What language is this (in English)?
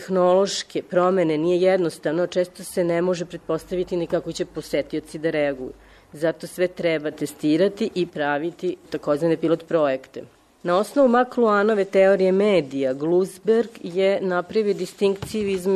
Serbian